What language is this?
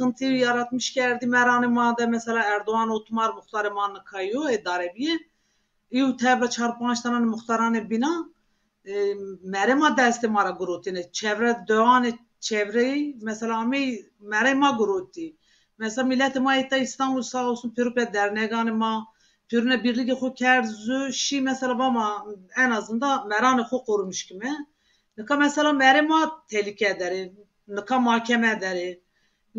Zaza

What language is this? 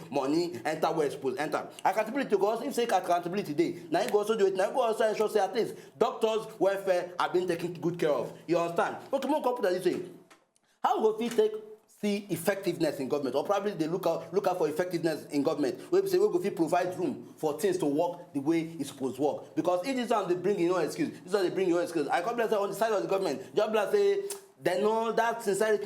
Nigerian Pidgin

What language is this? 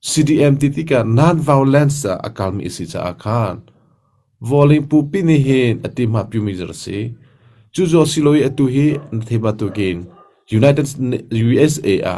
Hakha Chin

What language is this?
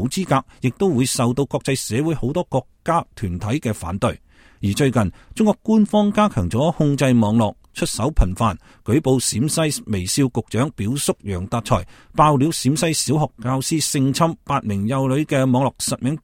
Cantonese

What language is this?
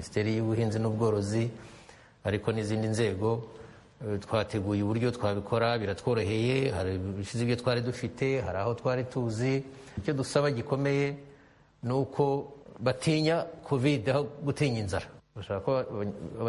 Kinyarwanda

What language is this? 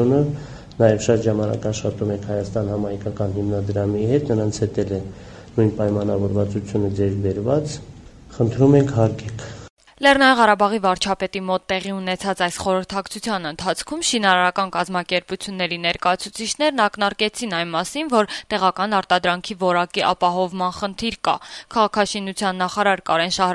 Armenian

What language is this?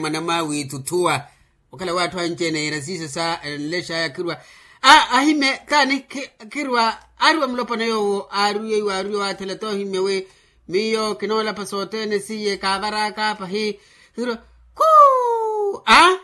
Makhuwa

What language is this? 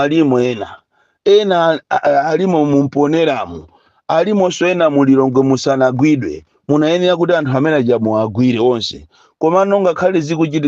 Nyanja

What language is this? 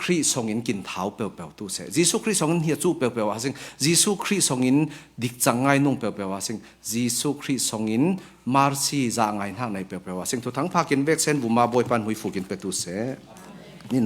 Falam Chin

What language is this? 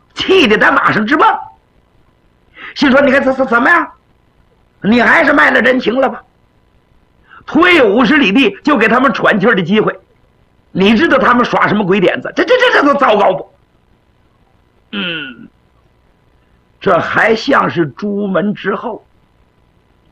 Chinese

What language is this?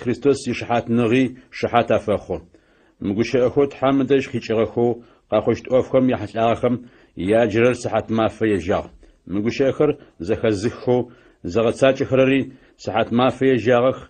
Adyghe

